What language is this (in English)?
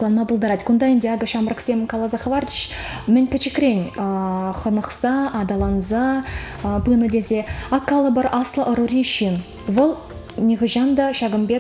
Chuvash